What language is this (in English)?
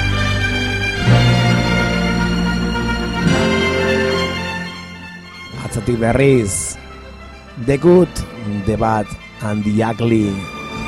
Basque